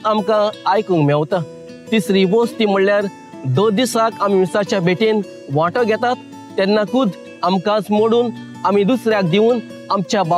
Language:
Konkani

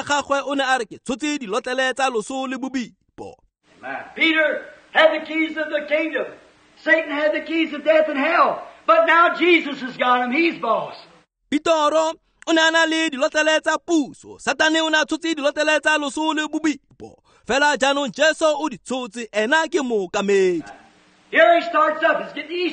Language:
Tswana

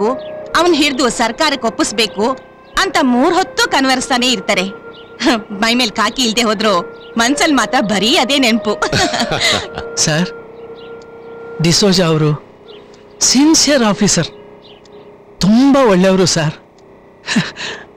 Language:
Kannada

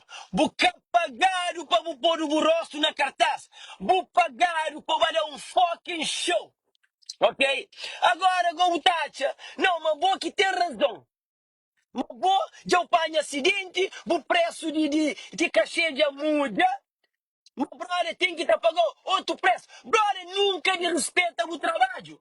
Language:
Kabuverdianu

